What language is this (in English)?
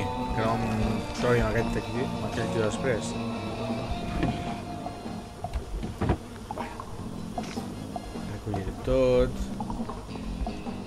Catalan